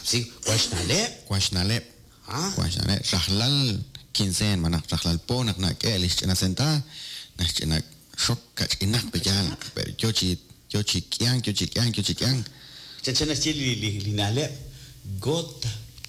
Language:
Kekchí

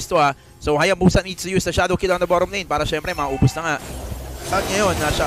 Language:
Filipino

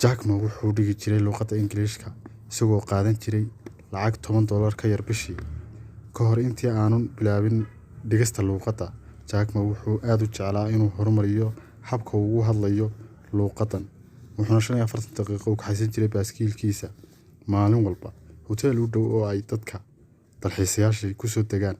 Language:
Somali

